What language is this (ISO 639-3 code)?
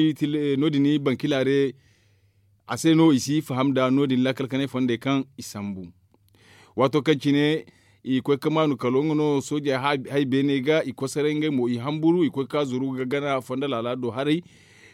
dje